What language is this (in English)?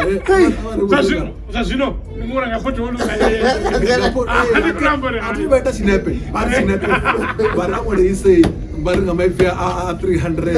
Venda